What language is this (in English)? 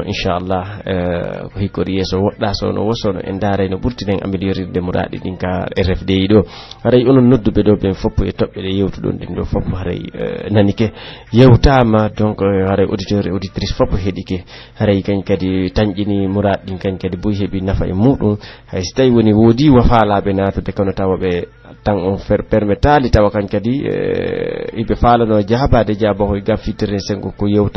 Pular